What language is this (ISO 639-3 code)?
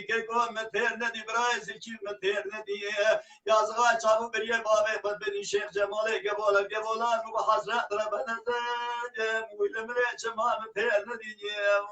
kur